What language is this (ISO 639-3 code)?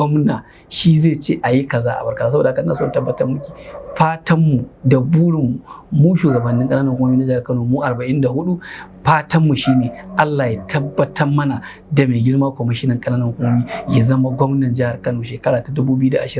hau